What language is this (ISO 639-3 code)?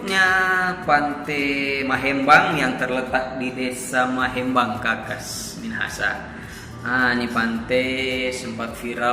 xmm